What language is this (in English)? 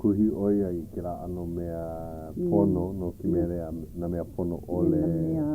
Hawaiian